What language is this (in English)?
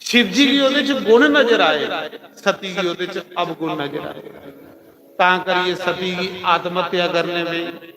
Dogri